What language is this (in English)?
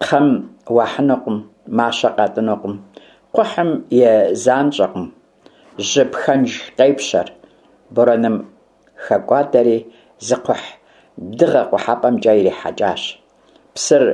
Kabardian